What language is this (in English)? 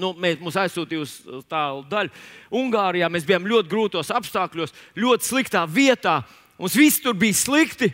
Latvian